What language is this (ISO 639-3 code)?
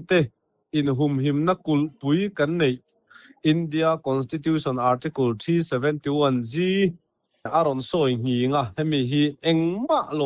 lus